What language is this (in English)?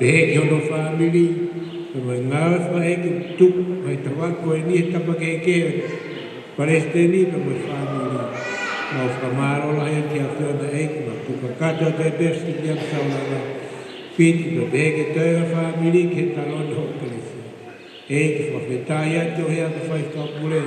Tongan